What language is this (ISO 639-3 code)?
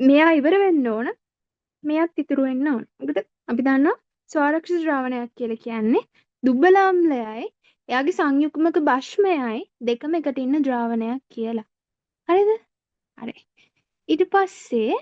sin